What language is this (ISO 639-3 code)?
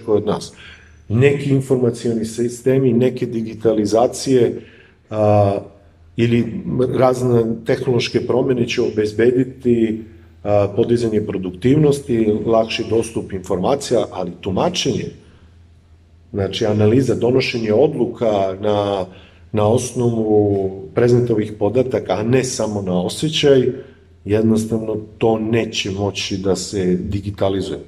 srp